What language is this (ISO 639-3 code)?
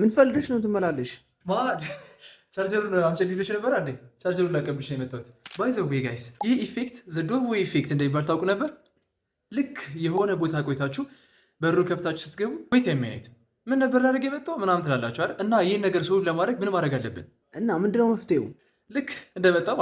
amh